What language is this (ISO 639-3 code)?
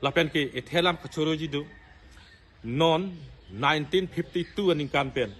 mjw